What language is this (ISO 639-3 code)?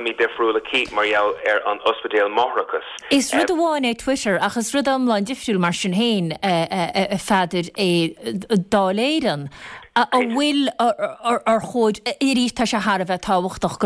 gle